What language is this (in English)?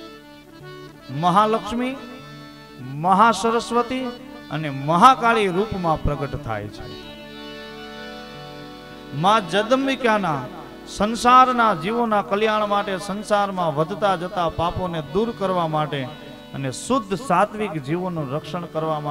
Gujarati